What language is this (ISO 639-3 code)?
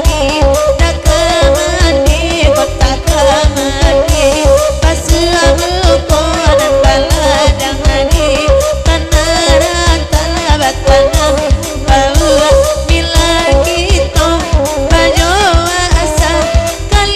min